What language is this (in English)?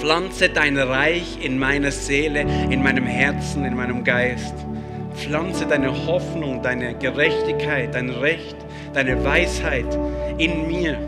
Swiss German